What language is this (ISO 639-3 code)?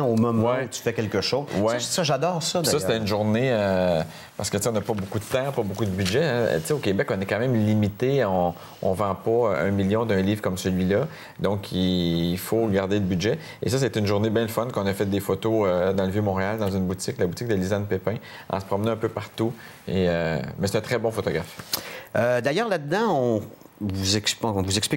fra